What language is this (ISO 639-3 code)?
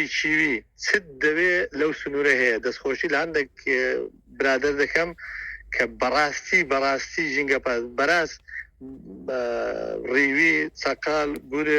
ckb